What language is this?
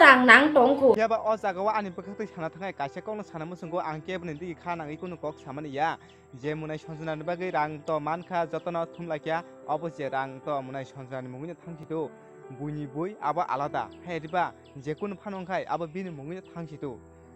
Kok Borok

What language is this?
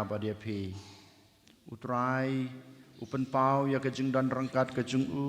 Khasi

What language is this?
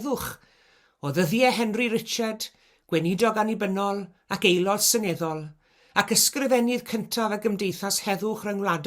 Welsh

